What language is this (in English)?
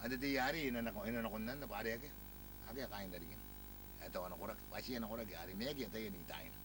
Gilbertese